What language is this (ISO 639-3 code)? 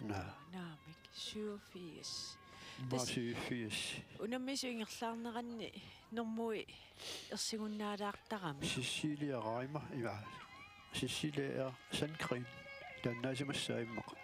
kal